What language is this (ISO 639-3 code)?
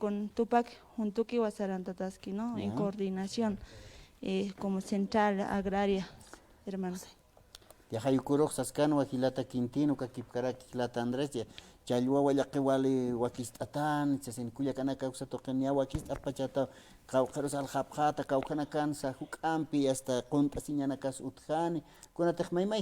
aym